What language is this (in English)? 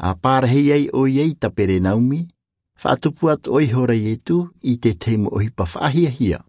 Tahitian